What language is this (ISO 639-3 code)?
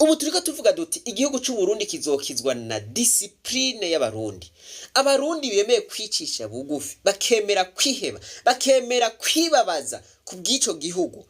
run